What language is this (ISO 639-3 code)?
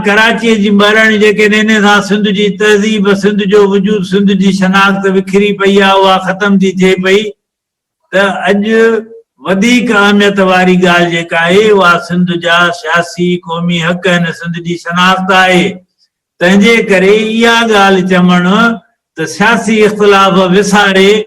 snd